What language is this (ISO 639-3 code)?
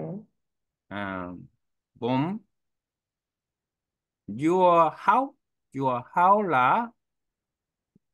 vie